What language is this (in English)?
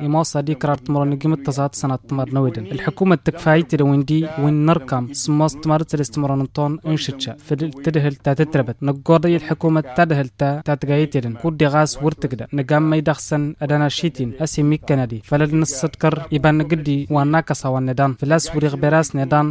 Tamasheq